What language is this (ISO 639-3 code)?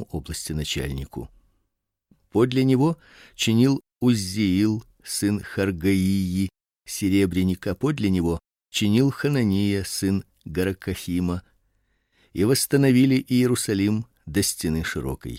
rus